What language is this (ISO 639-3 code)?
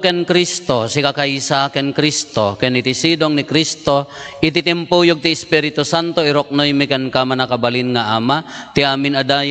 ilo